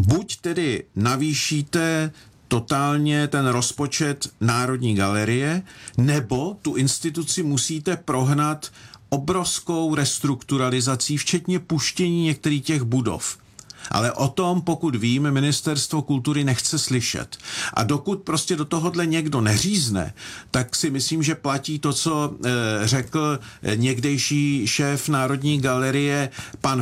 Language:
Czech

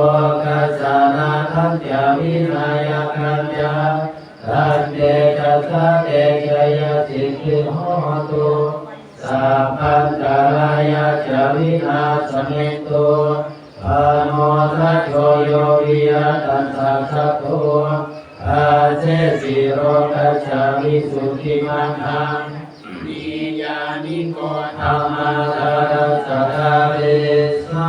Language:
Pali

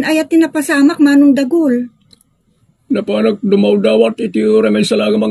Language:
Iloko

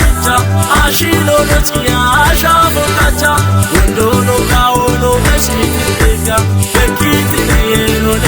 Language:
Kafa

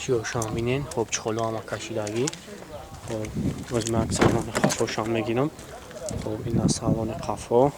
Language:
Tajik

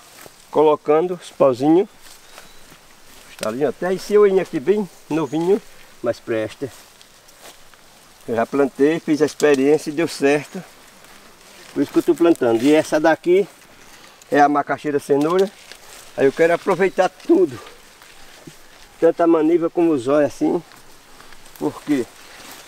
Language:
Portuguese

